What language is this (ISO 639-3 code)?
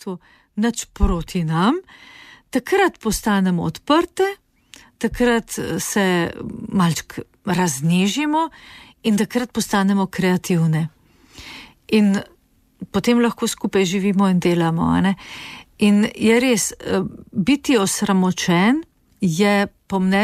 slv